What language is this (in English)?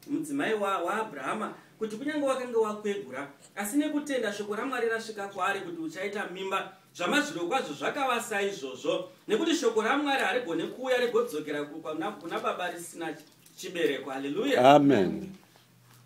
Shona